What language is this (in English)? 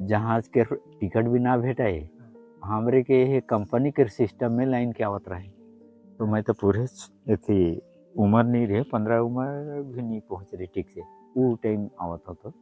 Sadri